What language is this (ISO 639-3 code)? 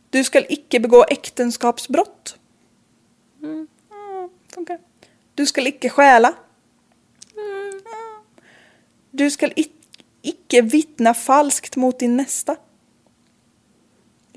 swe